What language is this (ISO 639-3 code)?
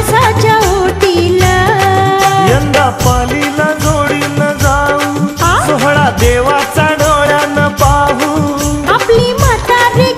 mar